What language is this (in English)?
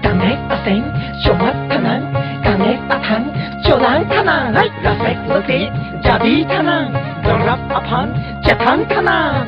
Karbi